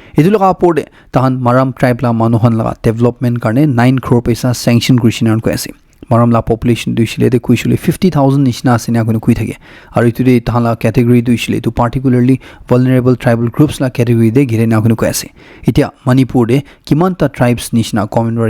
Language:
Naga Pidgin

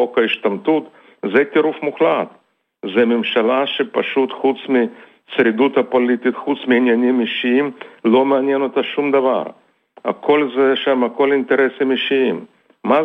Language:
Hebrew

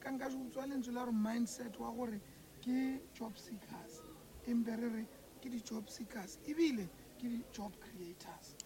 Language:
Northern Sotho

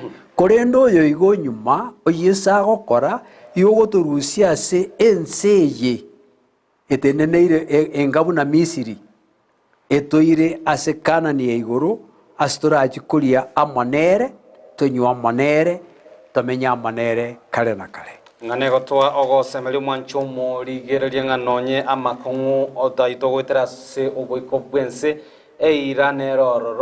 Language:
Gusii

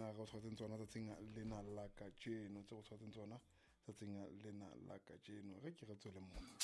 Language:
Southern Sotho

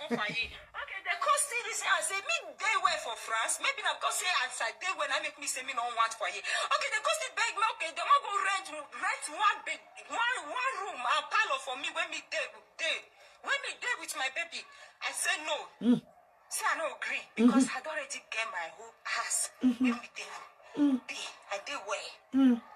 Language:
Nigerian Pidgin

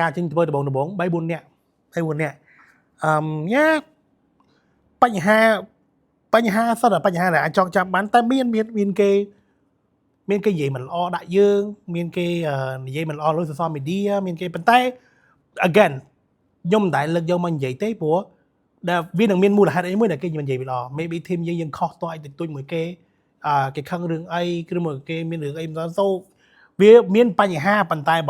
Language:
Khmer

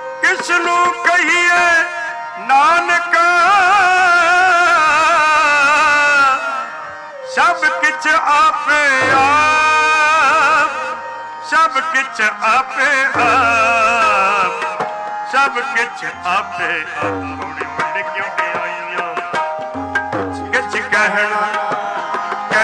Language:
Punjabi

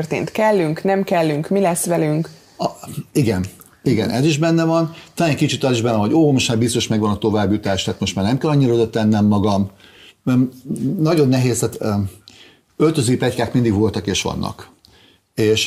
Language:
Hungarian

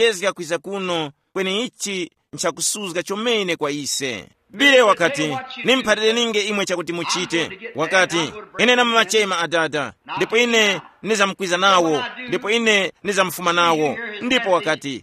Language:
Tumbuka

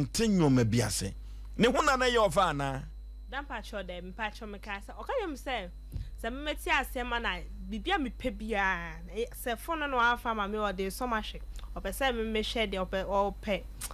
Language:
Akan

